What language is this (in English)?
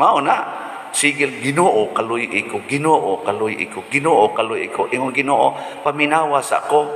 Cebuano